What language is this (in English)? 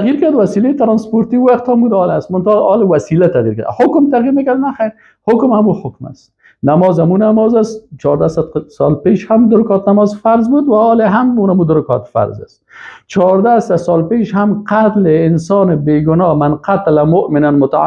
Persian